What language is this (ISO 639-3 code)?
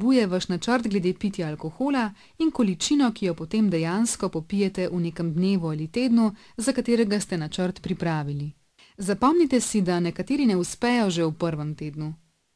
slv